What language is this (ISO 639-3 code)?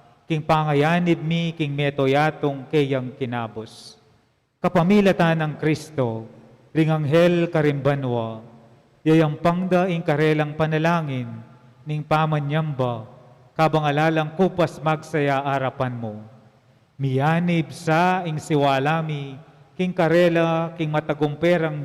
pam